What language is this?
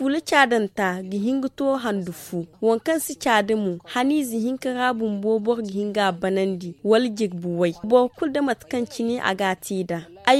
Zarma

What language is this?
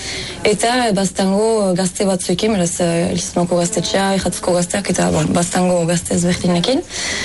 Basque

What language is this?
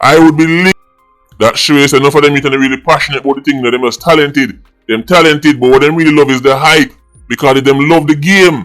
Jamaican Creole English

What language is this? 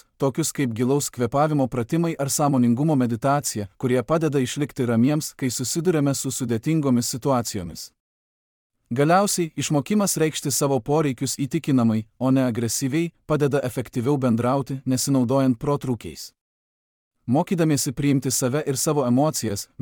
Lithuanian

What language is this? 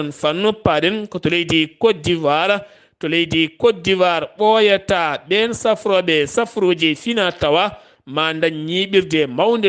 Fula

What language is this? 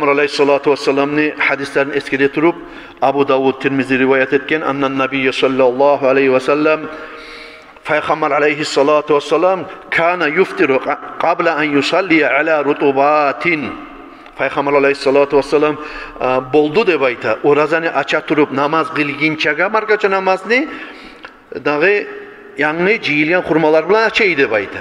Kumyk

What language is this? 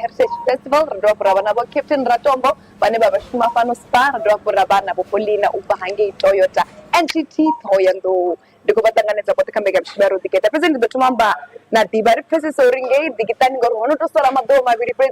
Venda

